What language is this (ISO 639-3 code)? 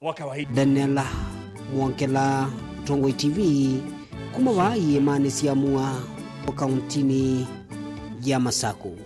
kam